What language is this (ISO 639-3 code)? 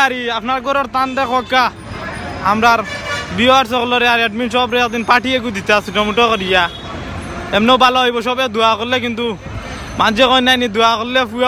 syl